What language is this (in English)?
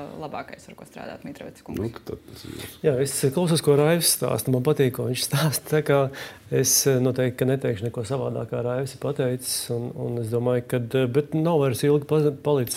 Latvian